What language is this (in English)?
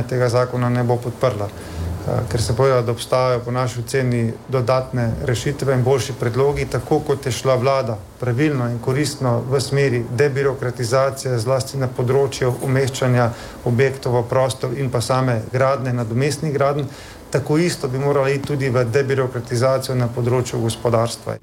Slovenian